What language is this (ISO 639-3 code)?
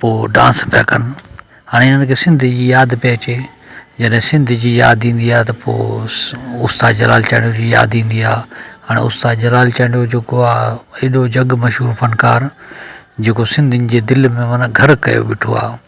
snd